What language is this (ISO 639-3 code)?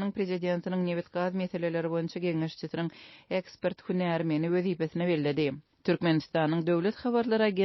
tuk